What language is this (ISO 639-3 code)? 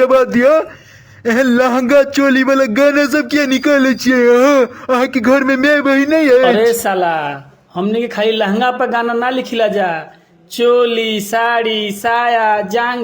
mai